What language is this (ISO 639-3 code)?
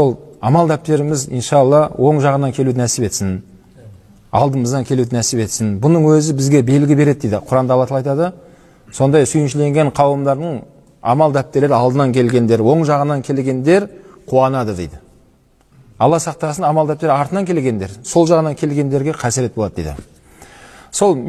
kaz